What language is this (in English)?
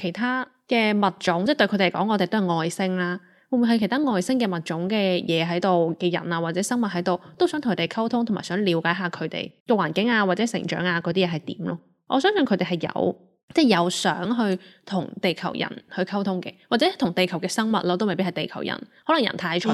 Cantonese